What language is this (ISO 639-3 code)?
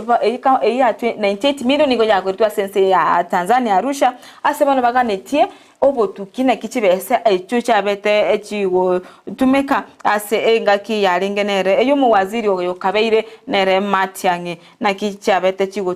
guz